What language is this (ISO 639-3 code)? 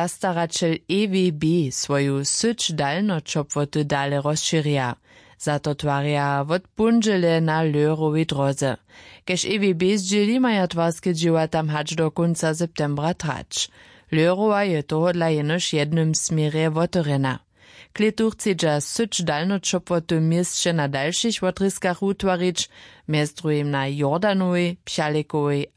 hsb